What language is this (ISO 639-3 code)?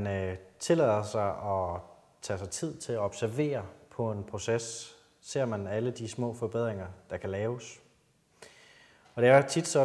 dan